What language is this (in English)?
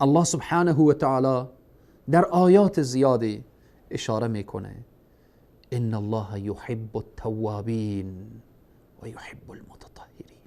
Persian